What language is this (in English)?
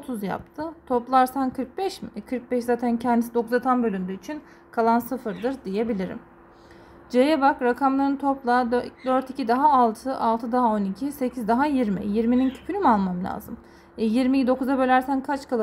Turkish